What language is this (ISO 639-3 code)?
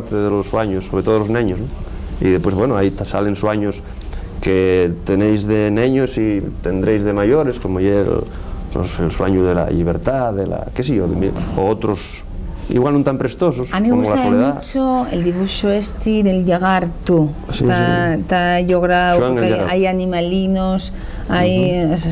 ast